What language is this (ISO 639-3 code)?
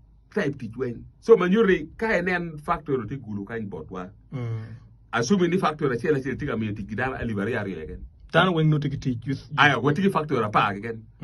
ach